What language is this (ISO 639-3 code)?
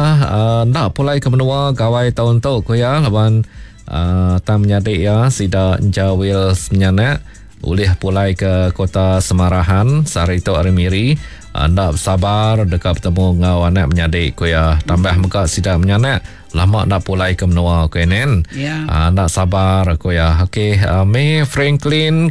iba